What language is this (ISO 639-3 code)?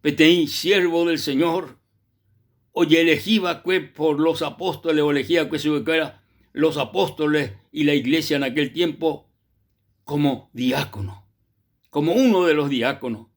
grn